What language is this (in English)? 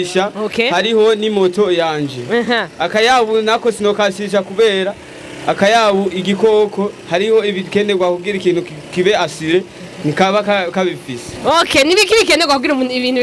Rundi